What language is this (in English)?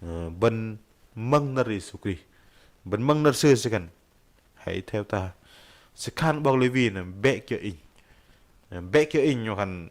Bahnar